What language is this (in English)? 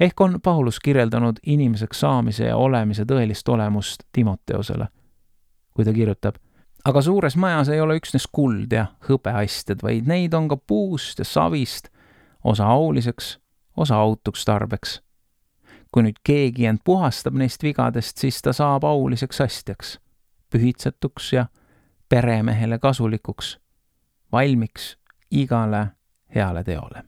Estonian